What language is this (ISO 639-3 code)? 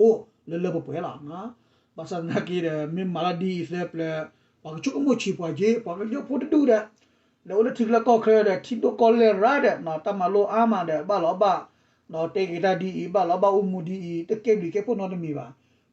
ksw